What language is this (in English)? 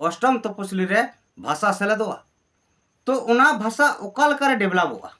Santali